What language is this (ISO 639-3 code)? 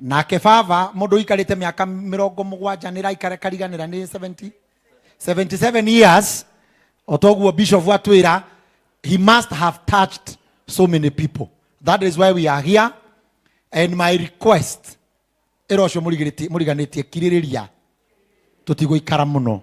kik